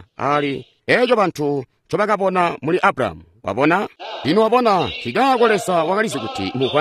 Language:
Tonga (Zambia)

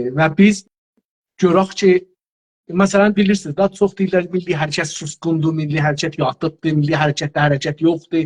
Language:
South Azerbaijani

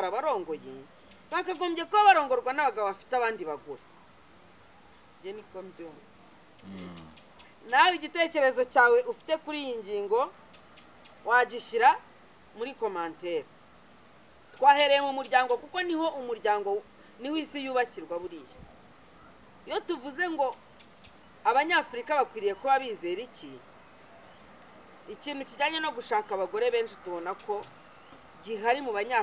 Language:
Kinyarwanda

